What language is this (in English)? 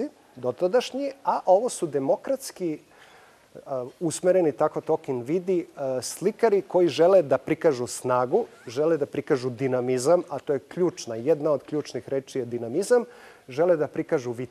Serbian